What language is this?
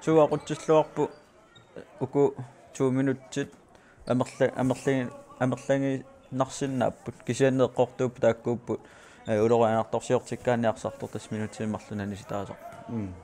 Kalaallisut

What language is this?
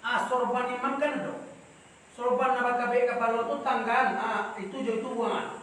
Minangkabau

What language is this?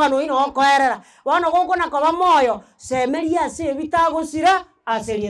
Gusii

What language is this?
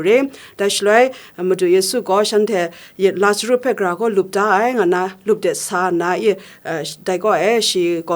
Kachin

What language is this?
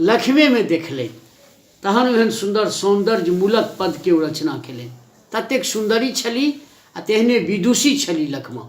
Maithili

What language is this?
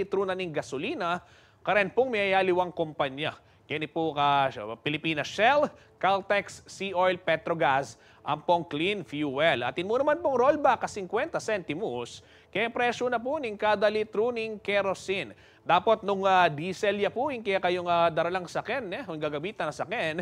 Pampanga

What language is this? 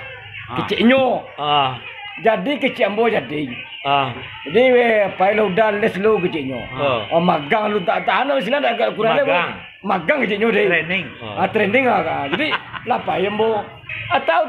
Minangkabau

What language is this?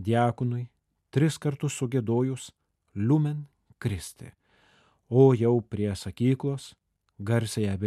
Lithuanian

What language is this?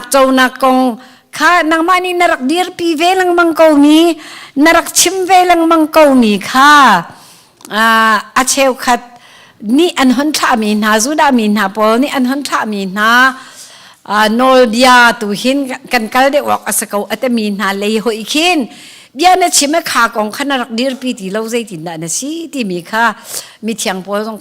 Hakha Chin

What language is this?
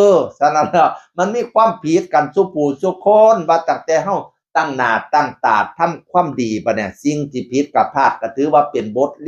Northeastern Thai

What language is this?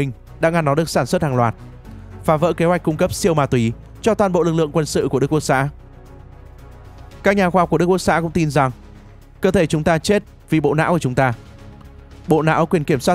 Vietnamese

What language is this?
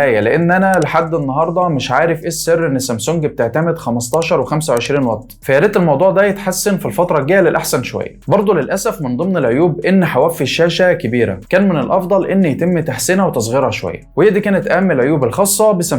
Egyptian Arabic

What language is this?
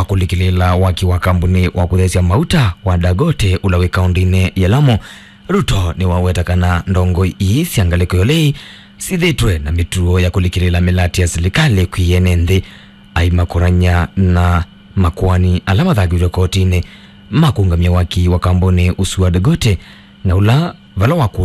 Kamba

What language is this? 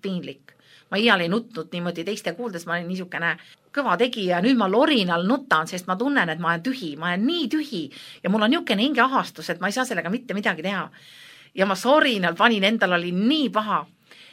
Estonian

